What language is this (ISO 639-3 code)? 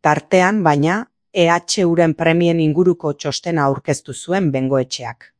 eus